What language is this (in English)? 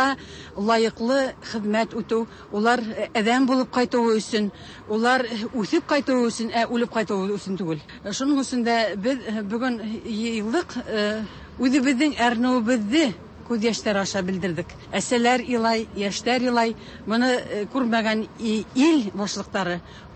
Tatar